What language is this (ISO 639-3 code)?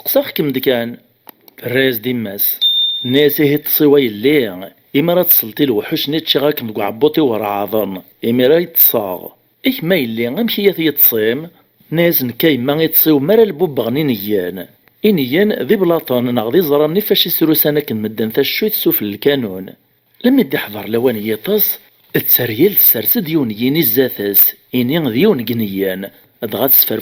kab